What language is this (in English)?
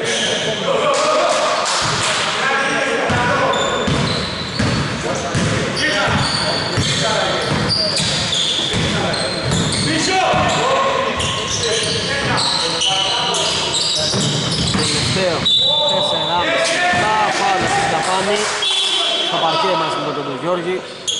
Greek